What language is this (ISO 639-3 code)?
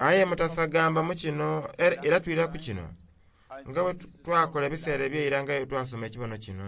xog